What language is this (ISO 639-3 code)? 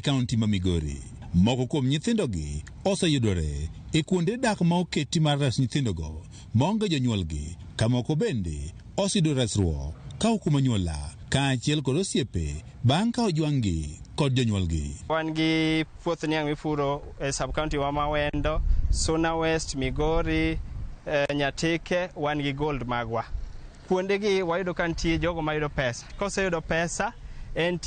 luo